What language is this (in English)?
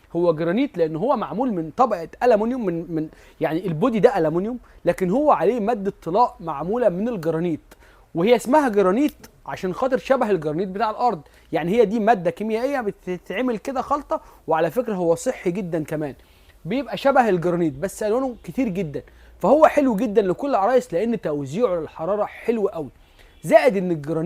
Egyptian Arabic